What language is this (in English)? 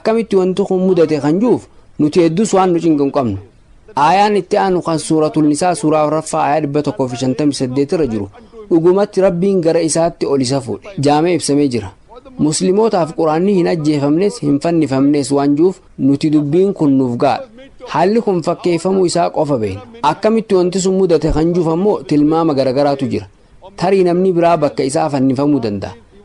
Oromo